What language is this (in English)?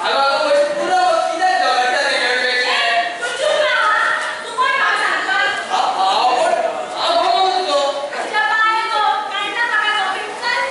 Konkani